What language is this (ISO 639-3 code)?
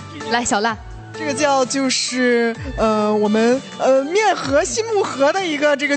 zho